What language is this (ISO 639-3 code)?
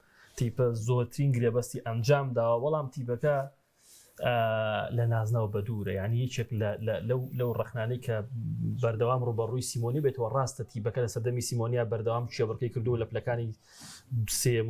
ckb